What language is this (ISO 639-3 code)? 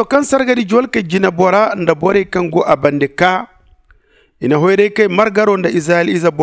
dje